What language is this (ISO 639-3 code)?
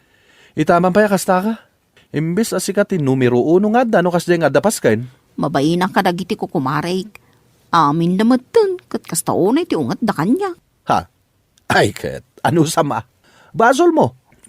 ilo